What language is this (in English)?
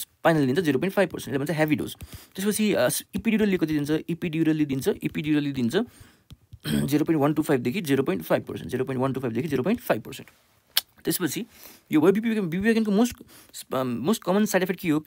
Nepali